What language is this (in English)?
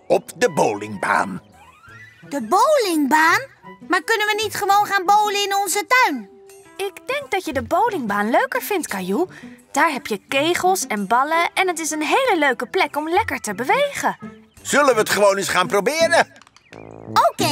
Dutch